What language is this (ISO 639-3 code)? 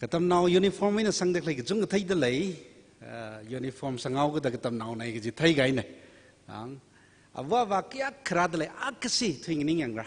nmf